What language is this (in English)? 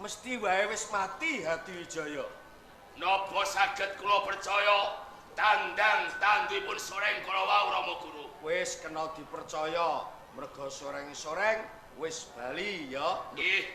Javanese